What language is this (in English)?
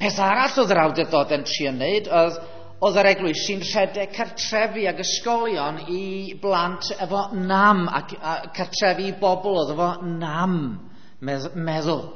Welsh